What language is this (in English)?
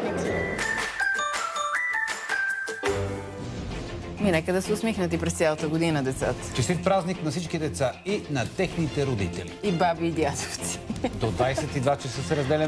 Bulgarian